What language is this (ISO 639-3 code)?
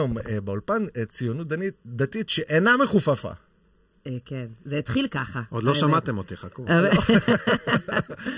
heb